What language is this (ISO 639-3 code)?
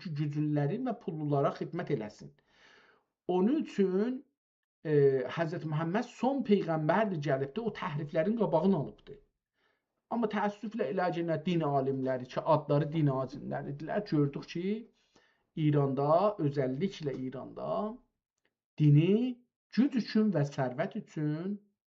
azb